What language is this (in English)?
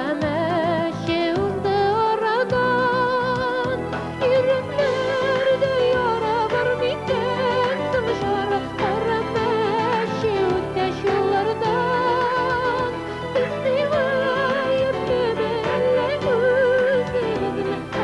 Tatar